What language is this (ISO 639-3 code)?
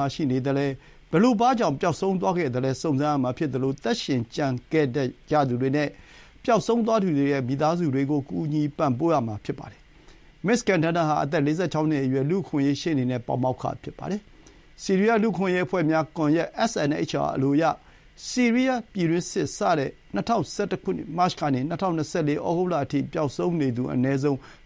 mya